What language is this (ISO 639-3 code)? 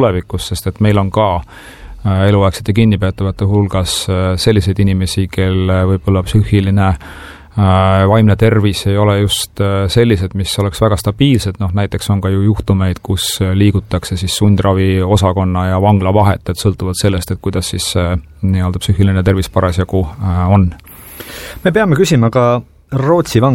est